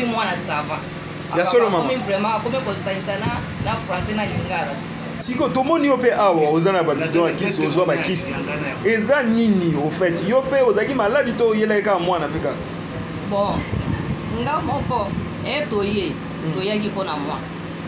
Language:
Lingala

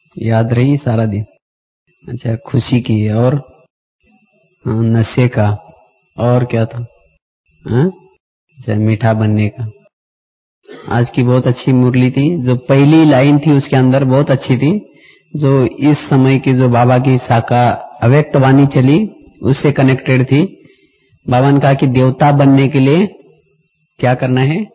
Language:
Hindi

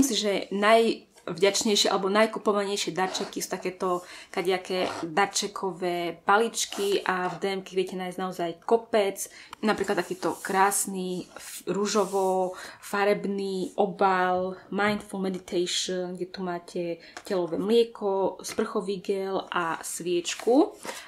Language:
Slovak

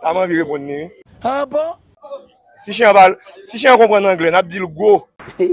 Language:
Haitian Creole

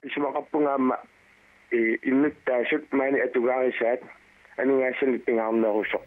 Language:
Kalaallisut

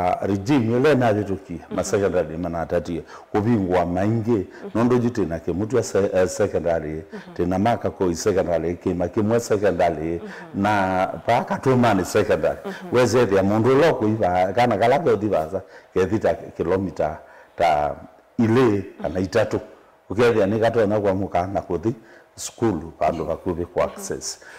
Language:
Kamba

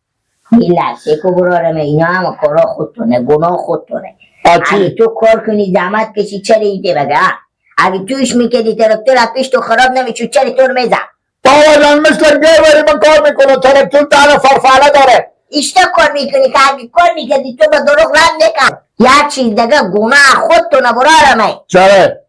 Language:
Hazaragi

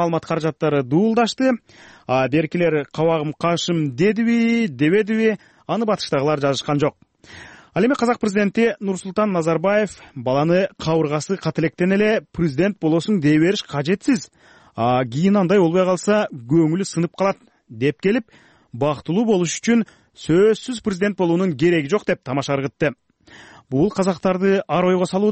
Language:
Kyrgyz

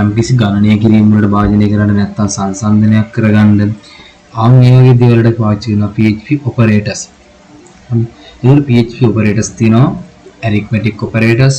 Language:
Sinhala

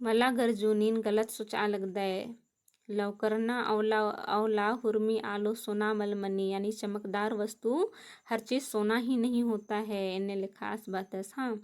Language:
Kurukh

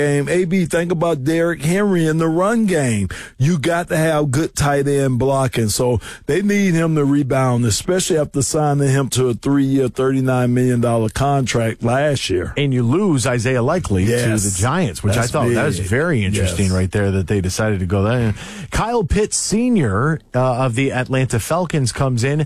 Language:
English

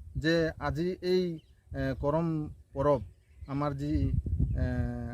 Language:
Assamese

